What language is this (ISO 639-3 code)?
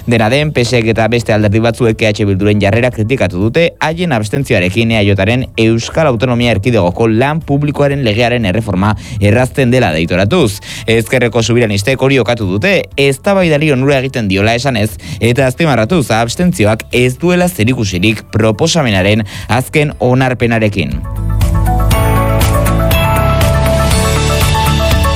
eus